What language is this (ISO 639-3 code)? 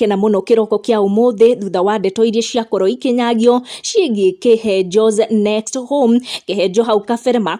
kik